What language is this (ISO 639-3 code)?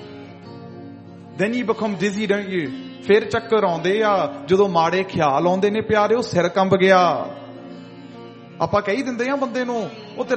pan